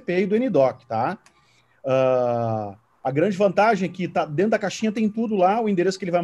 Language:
Portuguese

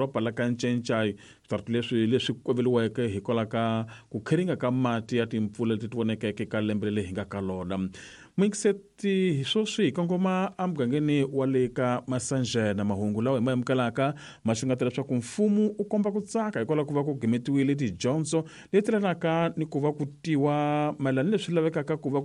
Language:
Tsonga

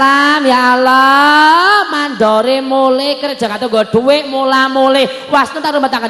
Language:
Javanese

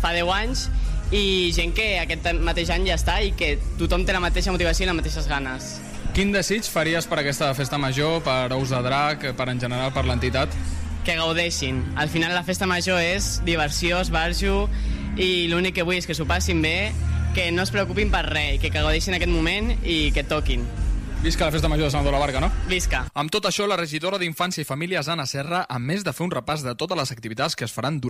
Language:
Catalan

